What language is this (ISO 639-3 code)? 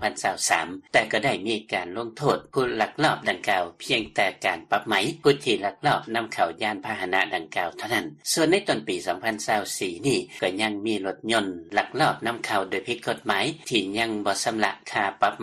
lao